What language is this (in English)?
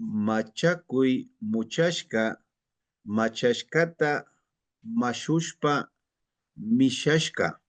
Imbabura Highland Quichua